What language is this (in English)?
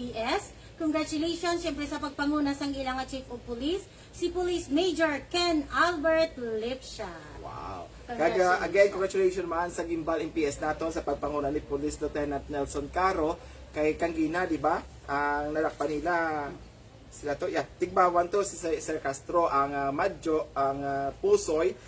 Hiligaynon